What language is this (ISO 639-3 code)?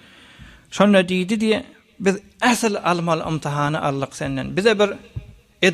tuk